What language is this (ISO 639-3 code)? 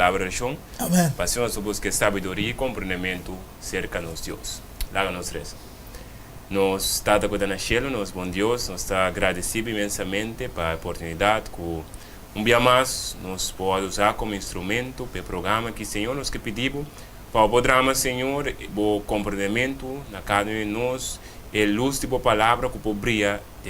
pap